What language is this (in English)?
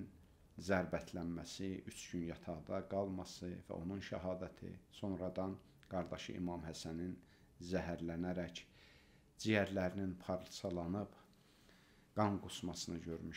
Azerbaijani